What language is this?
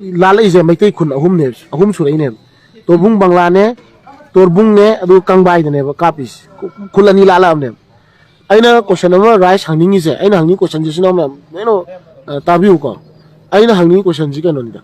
Manipuri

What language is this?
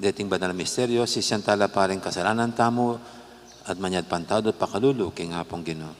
Pampanga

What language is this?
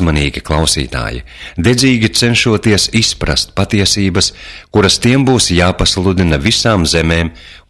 Latvian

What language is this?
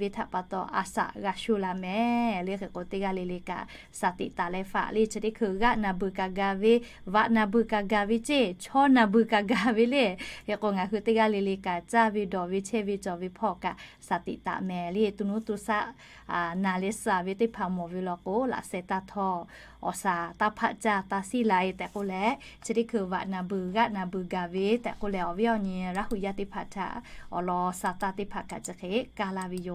Lahu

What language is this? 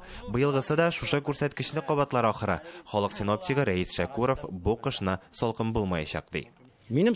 Tatar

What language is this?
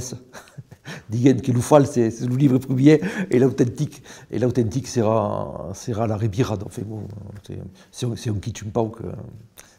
Occitan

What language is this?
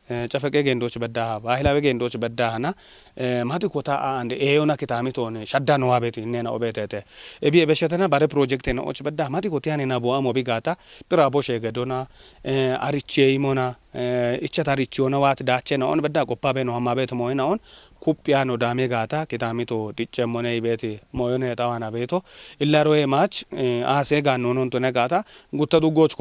Kafa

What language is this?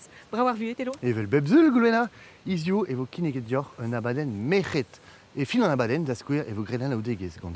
Breton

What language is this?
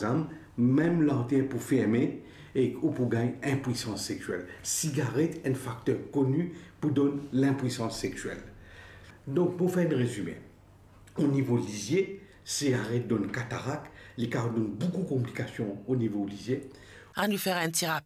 Morisyen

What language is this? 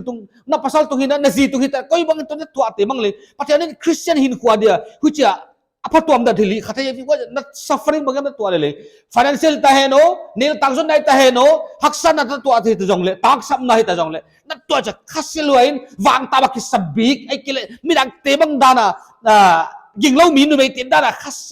Paite Chin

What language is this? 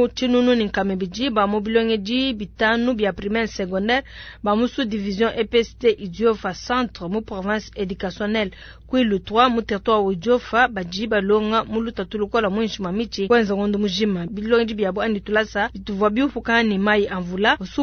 Luba-Lulua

